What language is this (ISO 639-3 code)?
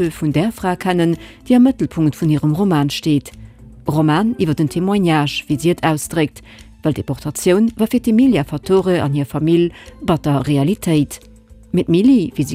ltz